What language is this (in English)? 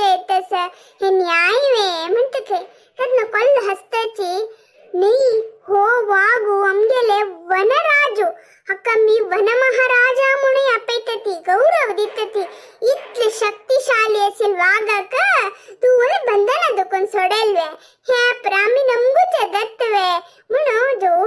Konkani